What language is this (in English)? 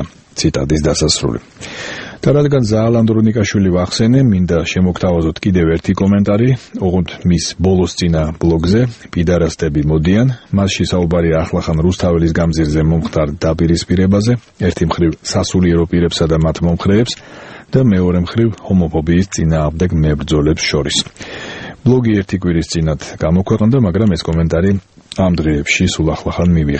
Georgian